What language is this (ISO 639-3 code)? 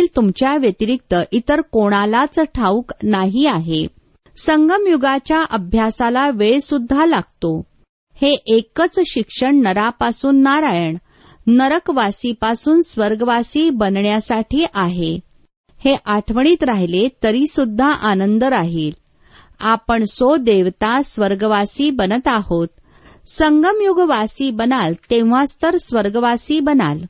mar